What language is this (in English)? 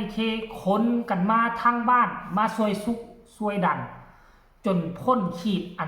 Lao